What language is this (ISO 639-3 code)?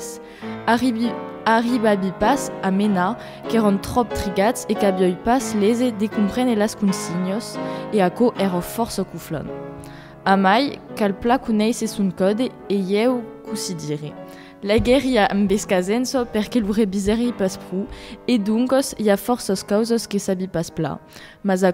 oci